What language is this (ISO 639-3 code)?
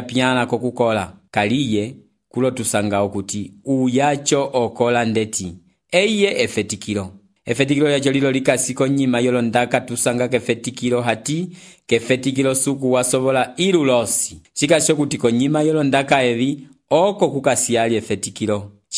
umb